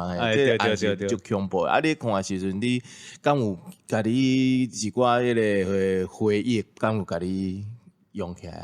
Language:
Min Nan Chinese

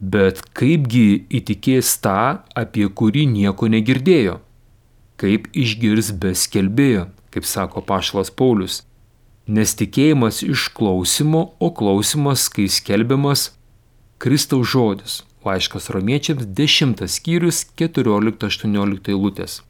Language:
Lithuanian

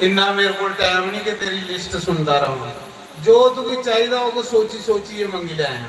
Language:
Dogri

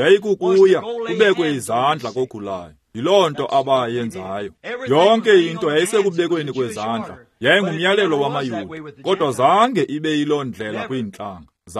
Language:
Xhosa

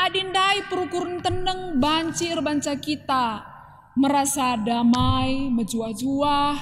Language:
Batak Karo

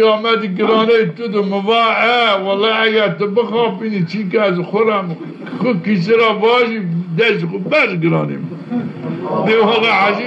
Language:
Zaza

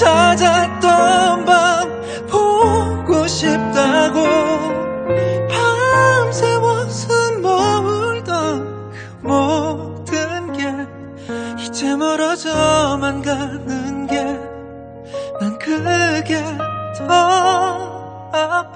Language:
Korean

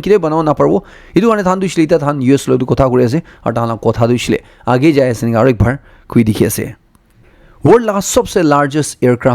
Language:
Naga Pidgin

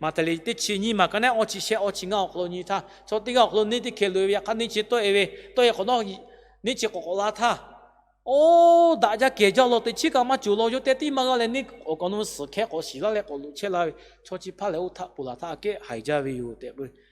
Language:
Lahu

